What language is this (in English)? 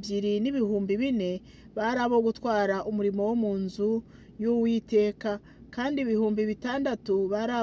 Kinyarwanda